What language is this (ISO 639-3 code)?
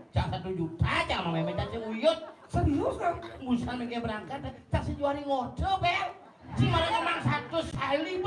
ban